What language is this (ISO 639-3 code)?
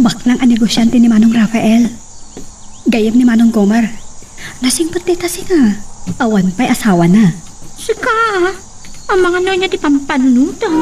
ilo